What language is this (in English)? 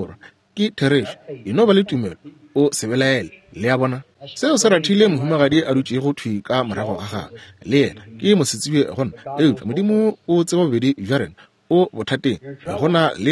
Northern Sotho